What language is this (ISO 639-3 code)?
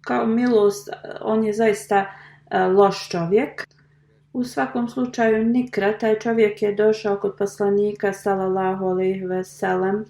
bos